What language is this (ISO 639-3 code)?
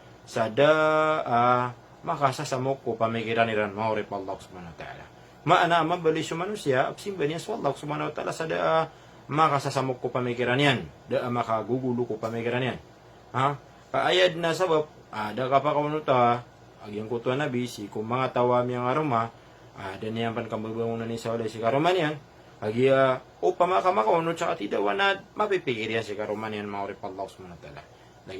mrw